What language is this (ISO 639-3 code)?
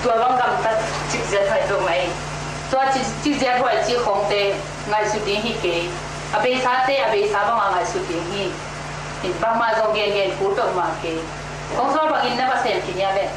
ctd